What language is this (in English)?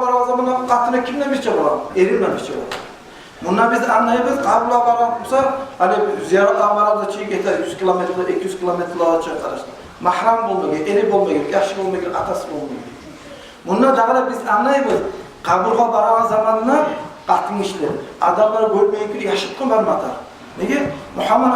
Kumyk